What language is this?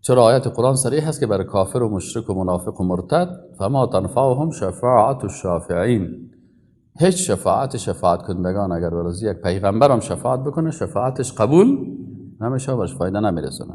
Persian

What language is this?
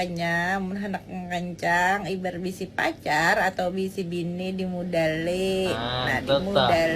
Banjar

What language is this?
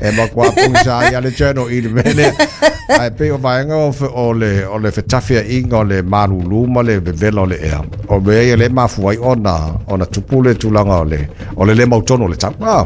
Samoan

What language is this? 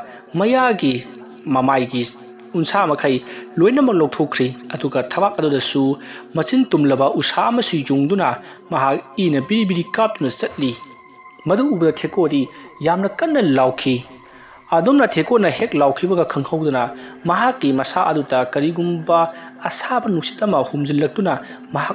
Manipuri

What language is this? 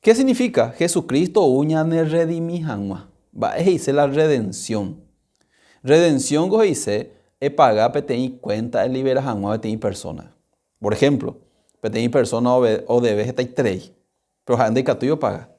Guarani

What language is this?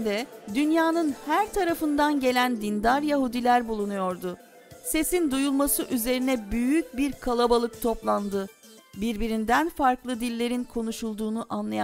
Turkish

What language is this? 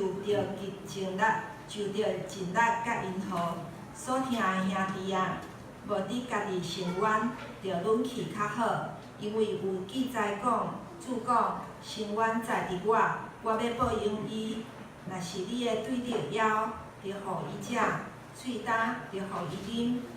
Min Nan Chinese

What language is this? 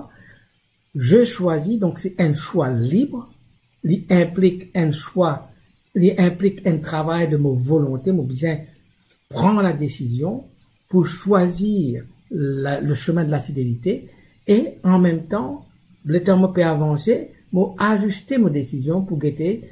Morisyen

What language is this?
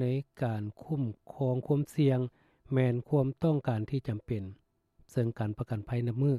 Lao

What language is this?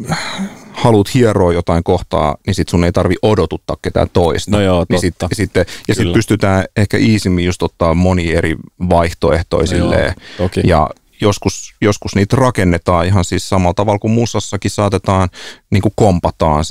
Finnish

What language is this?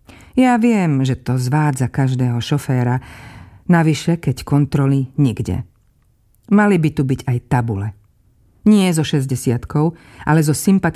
Slovak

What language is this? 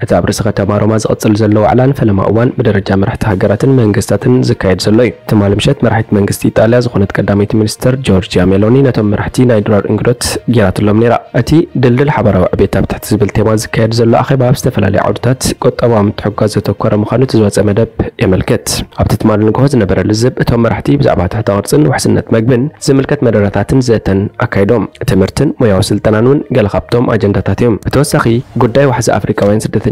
Tigrinya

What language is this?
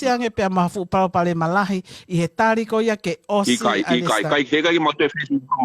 Tongan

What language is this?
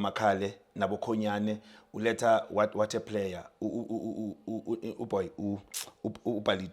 Zulu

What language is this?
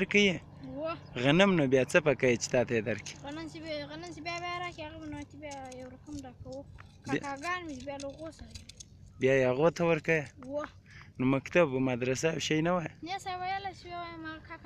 Pashto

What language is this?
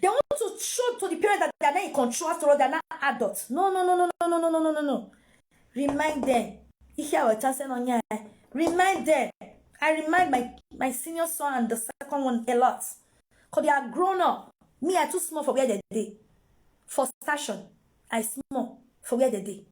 Nigerian Pidgin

